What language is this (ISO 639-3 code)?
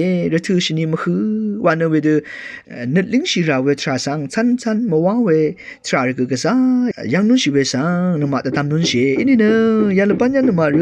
raw